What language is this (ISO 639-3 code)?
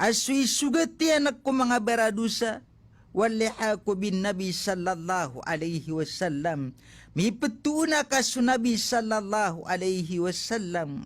mrw